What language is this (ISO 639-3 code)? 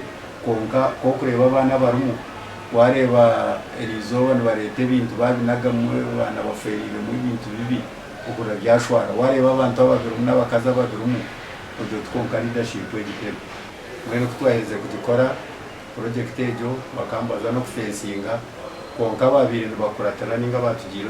nyn